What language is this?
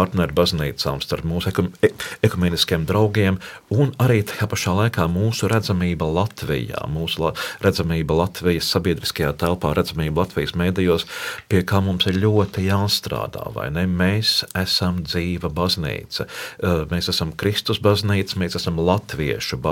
Latvian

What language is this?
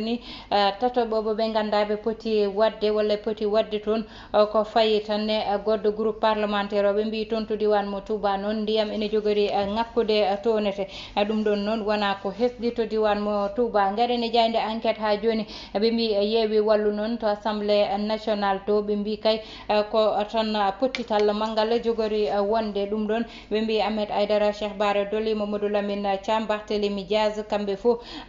Fula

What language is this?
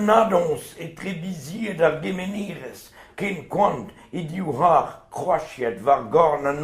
Breton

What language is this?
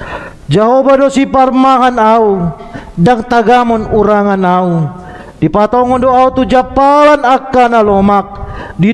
Batak Toba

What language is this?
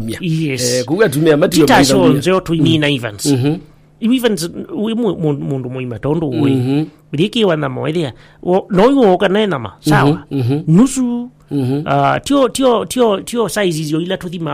Kamba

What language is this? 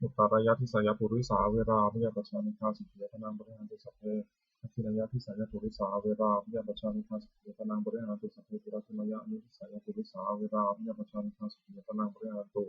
Pali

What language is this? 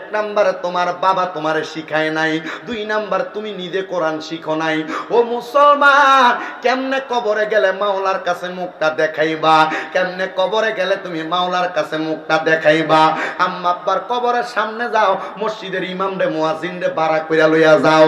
Bangla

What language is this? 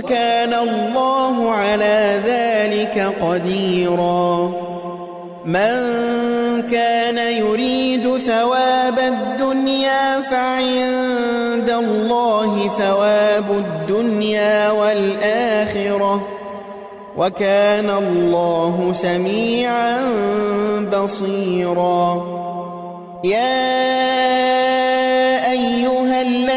Arabic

